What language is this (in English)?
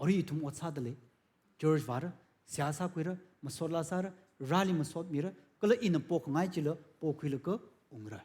Tangkhul Naga (India)